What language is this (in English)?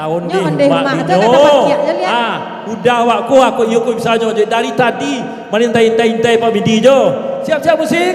Minangkabau